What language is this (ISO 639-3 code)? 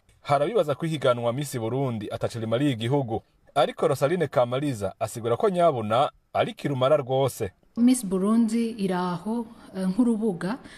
run